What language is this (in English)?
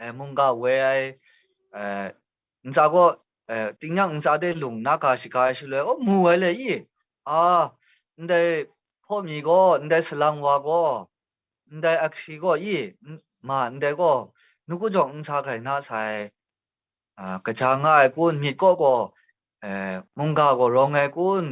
Kachin